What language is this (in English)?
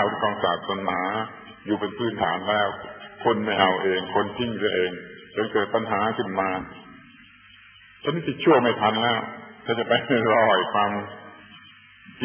Thai